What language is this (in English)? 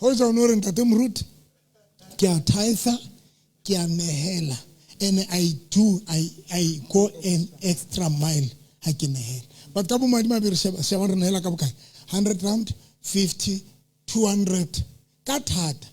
Southern Sotho